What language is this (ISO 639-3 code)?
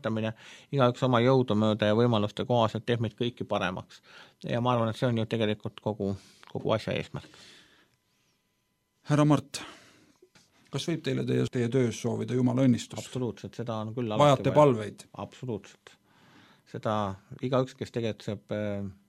est